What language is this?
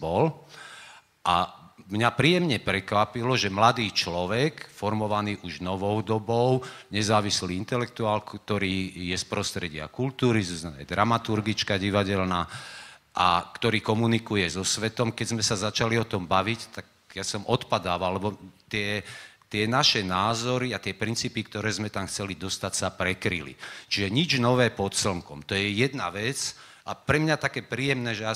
Slovak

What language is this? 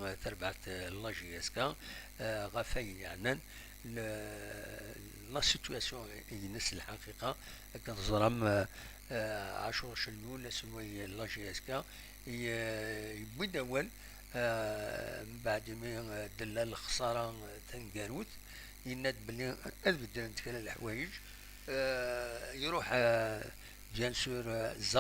Kabyle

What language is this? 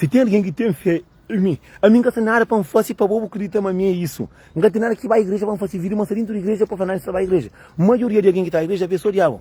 Kabuverdianu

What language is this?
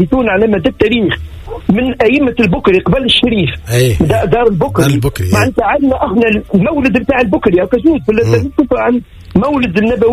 Tunisian Arabic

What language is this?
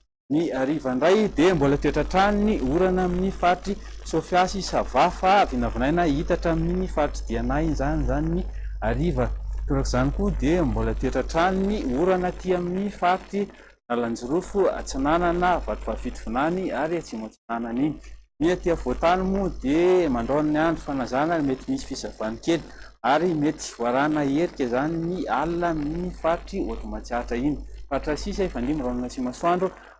Malagasy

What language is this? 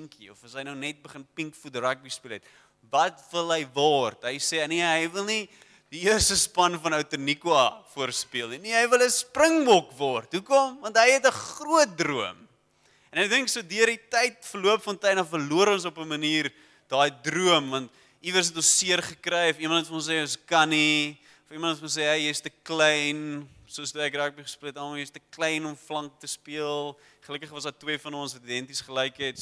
Afrikaans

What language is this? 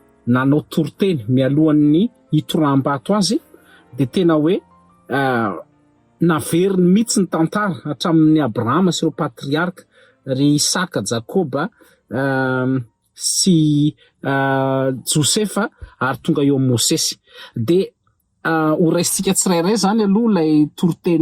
Malagasy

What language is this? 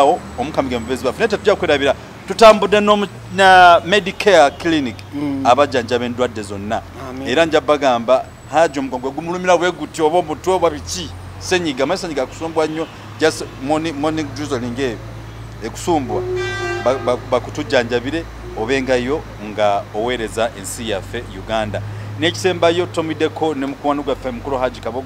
Ganda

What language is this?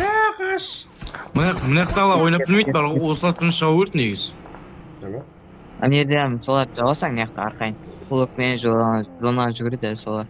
Kara-Kalpak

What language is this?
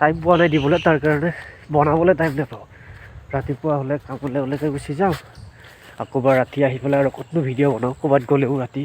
Assamese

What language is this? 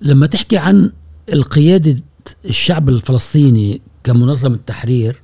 Gulf Arabic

